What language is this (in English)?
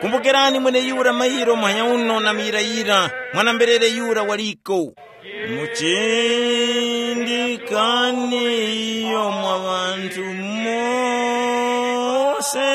Tumbuka